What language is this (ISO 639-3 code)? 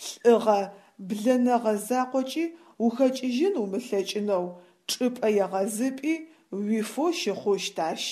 ady